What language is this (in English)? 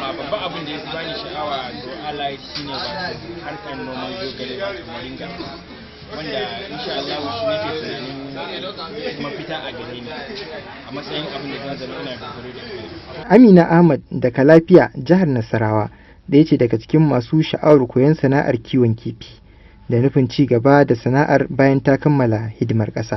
Hausa